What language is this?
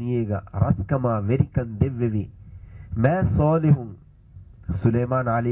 Divehi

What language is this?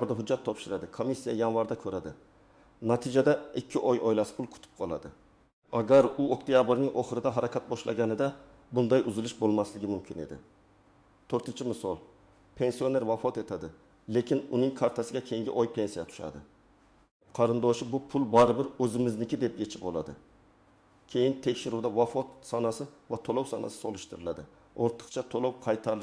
Uzbek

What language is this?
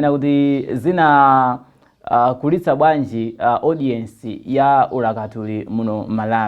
Nyanja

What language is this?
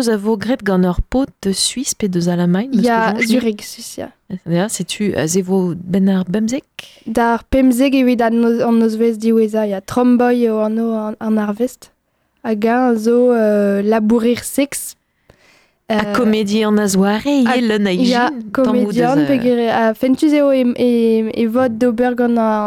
Breton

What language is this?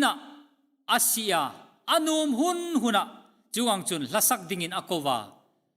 Hmar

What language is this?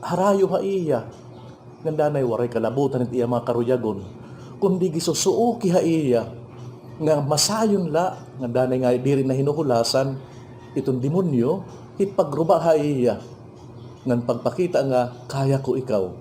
Waray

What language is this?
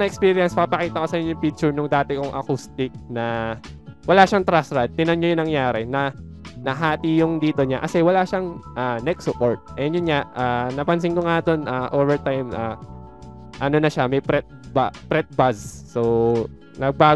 Filipino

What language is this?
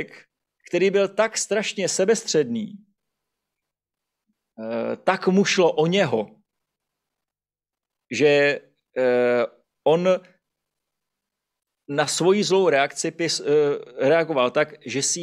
Czech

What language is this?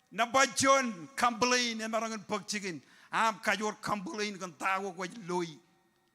Marshallese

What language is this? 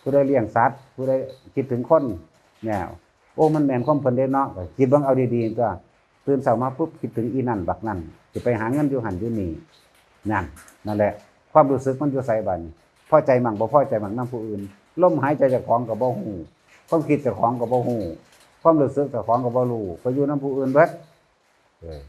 Northeastern Thai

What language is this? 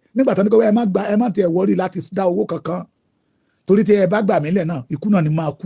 Yoruba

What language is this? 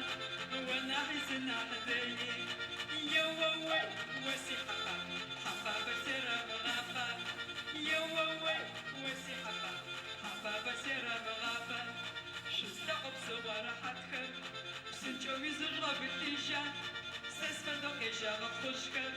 Adyghe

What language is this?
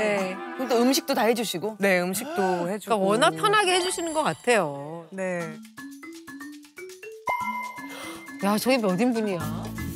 Korean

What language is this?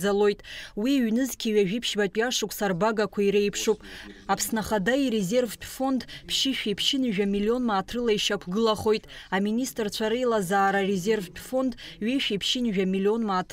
Abkhazian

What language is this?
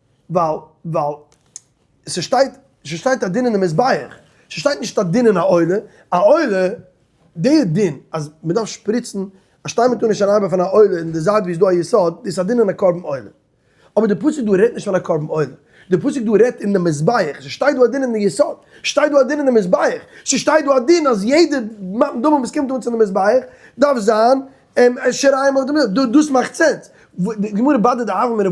Yiddish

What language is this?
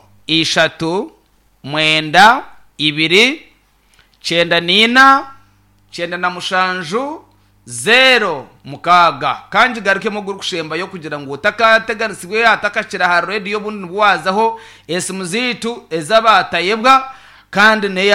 Nyankole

